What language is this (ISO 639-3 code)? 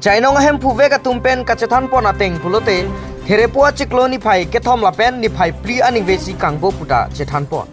mjw